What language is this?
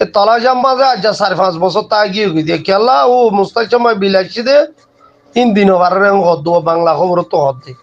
Rohingya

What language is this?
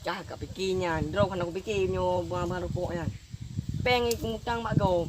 Achinese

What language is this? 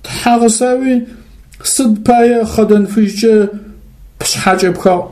Adyghe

